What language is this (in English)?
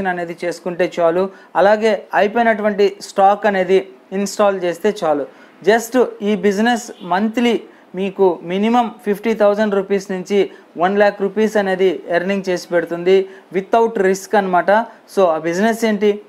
Telugu